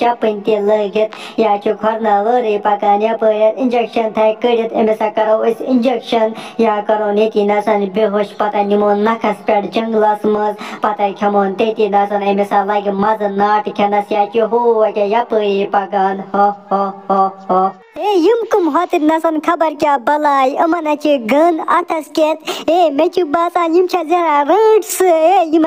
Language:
Kashmiri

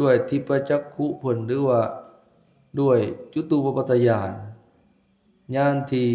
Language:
Lao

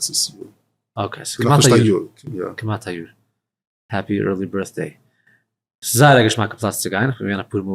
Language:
Yiddish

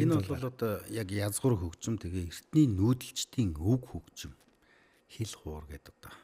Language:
Mongolian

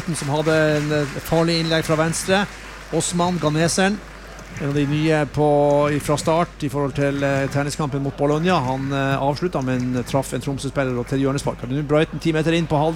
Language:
Norwegian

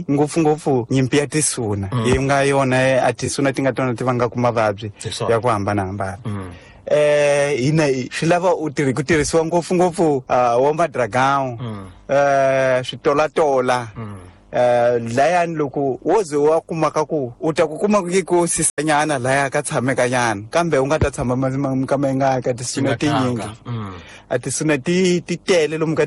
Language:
Tsonga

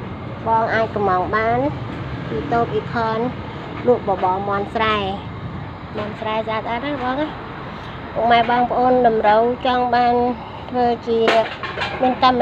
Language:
Khmer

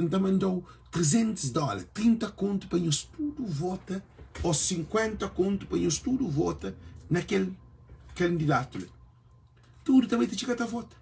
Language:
Kabuverdianu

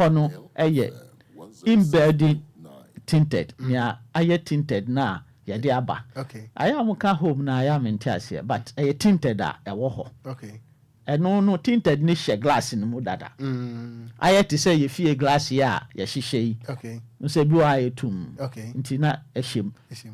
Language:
Akan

